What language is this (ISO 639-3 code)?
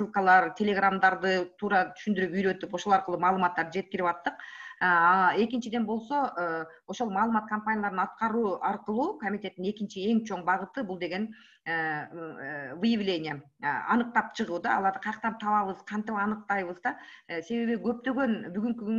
kir